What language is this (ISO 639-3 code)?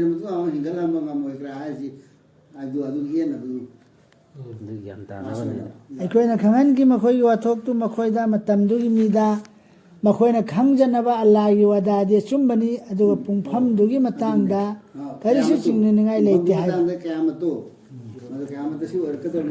mni